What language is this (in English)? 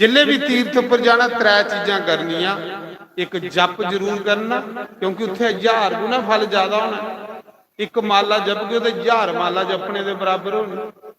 Dogri